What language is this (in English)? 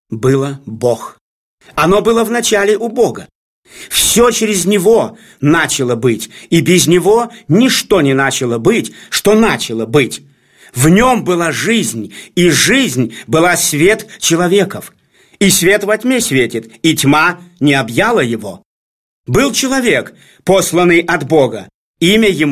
Russian